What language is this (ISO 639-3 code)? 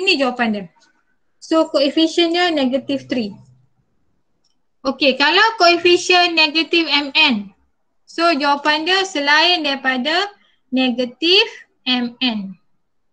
msa